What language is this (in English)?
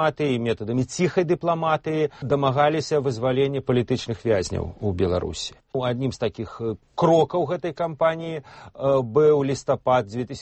Belarusian